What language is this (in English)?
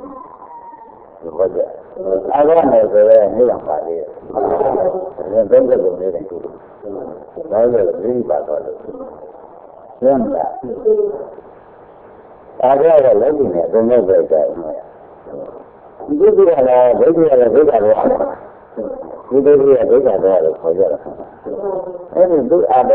Burmese